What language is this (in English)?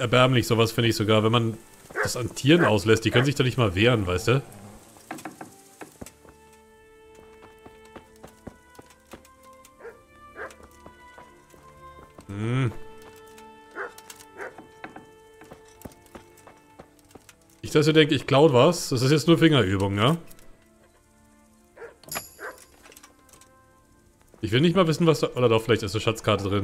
German